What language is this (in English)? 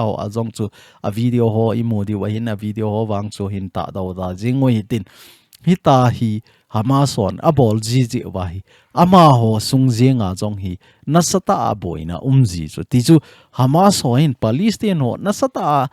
Thado Chin